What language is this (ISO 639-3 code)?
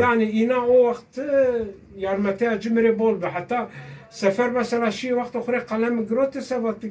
zza